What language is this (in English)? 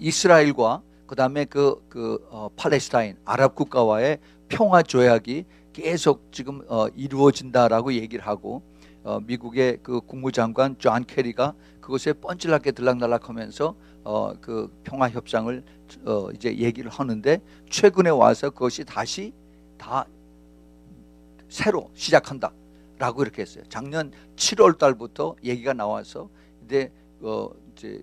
Korean